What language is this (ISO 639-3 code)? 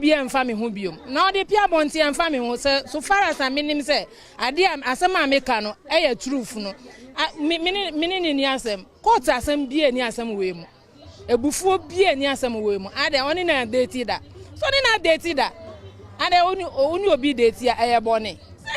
aka